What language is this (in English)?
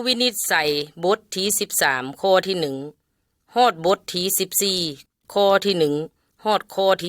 Lao